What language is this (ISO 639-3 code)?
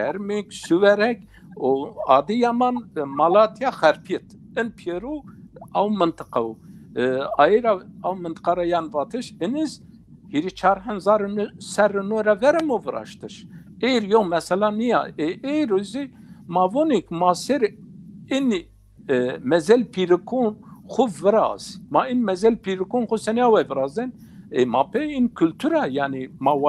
zza